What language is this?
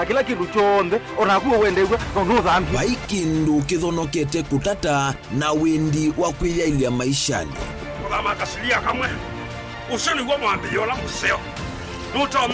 Kamba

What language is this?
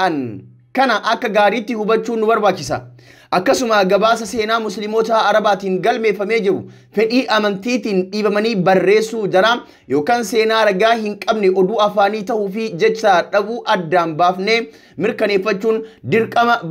Oromo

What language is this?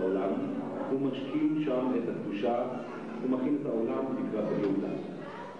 Hebrew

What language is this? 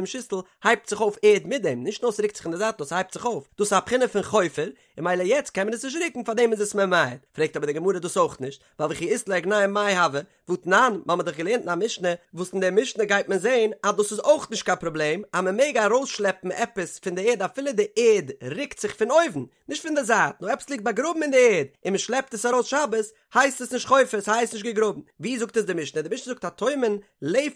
Yiddish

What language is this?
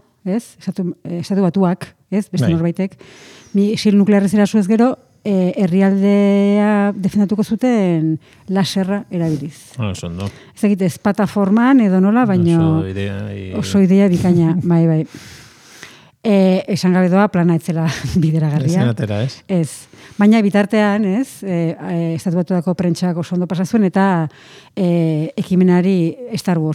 Basque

